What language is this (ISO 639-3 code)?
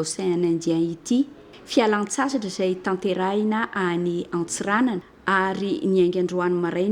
mlg